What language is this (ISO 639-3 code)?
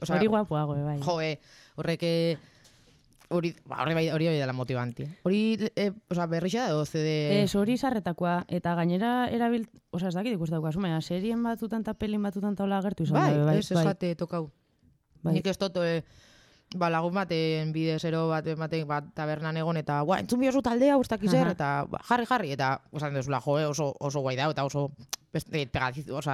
eus